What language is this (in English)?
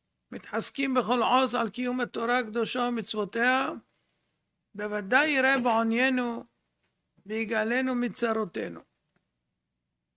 Hebrew